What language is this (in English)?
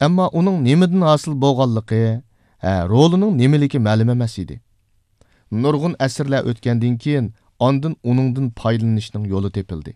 Uyghur